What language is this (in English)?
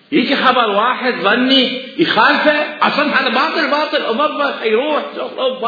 Mesopotamian Arabic